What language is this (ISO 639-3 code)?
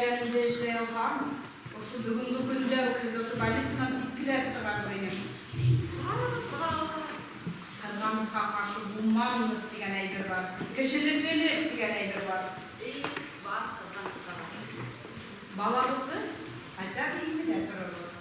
bak